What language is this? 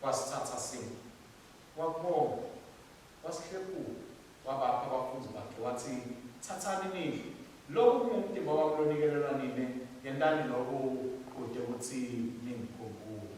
Swati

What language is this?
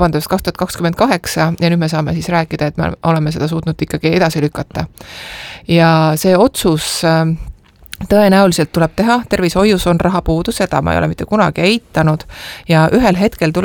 Estonian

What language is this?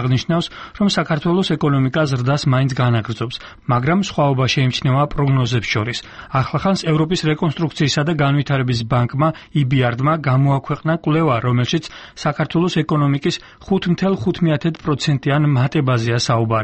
Georgian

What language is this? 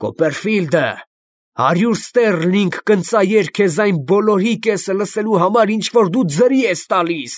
Armenian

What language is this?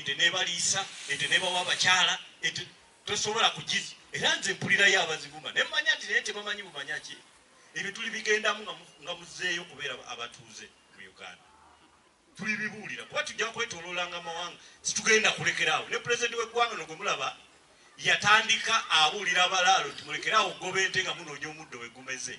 Ganda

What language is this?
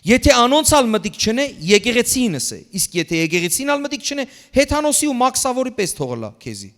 Western Armenian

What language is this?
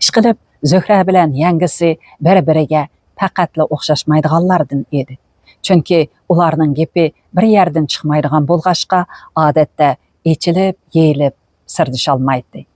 Uyghur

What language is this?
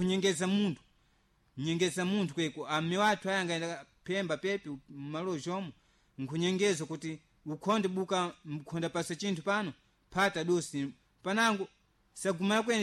Sena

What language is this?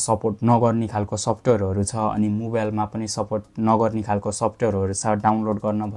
Nepali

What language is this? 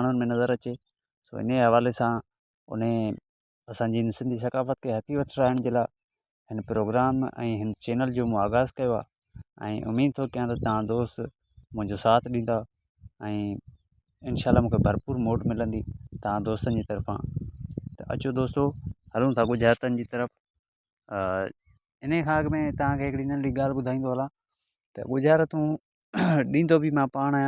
Sindhi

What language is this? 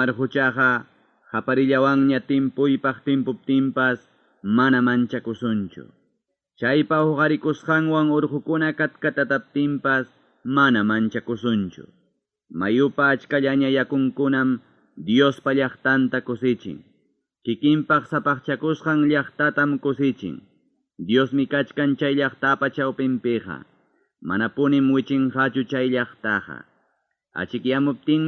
Ayacucho Quechua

